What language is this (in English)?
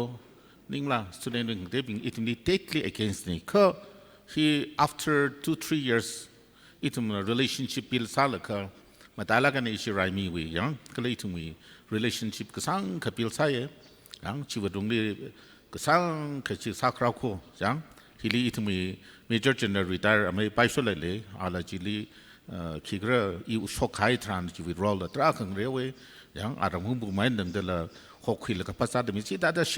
Tangkhul Naga (India)